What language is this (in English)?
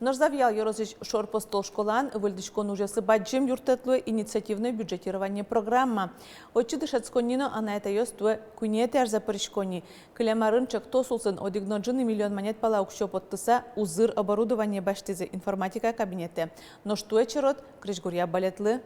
Udmurt